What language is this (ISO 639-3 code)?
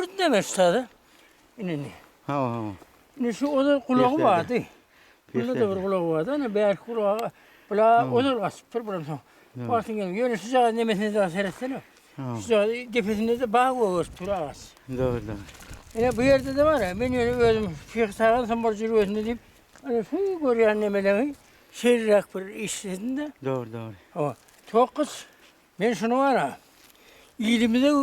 tuk